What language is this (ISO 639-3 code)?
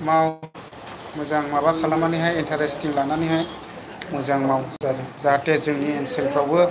brx